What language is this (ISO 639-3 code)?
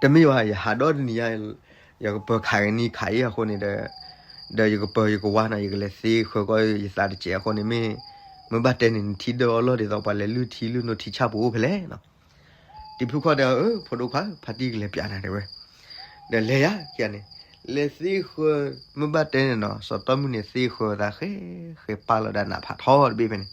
ksw